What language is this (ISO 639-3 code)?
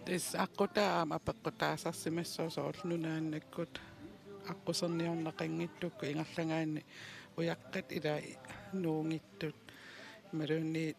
kal